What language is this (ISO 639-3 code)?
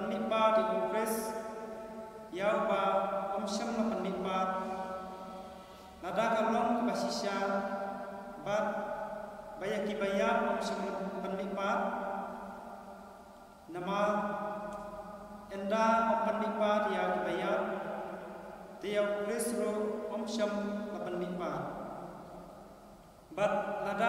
kha